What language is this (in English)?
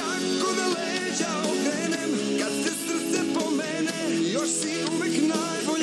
Serbian